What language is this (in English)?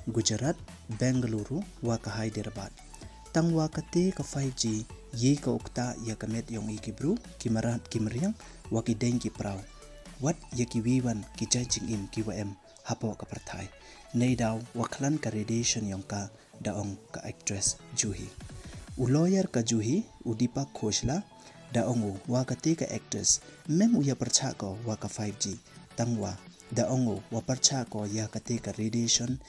Pnar